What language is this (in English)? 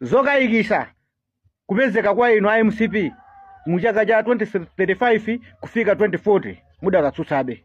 Nyanja